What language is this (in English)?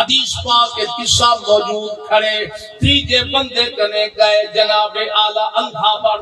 Saraiki